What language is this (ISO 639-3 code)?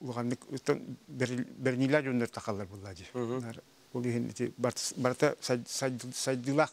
sah